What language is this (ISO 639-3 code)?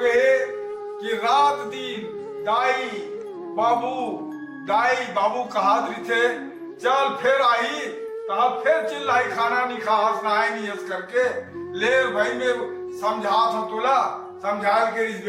hne